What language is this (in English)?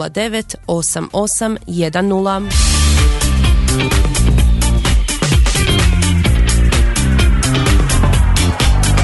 Croatian